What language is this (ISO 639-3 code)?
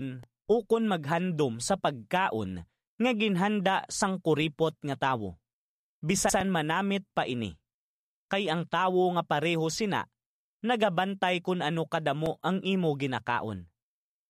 hil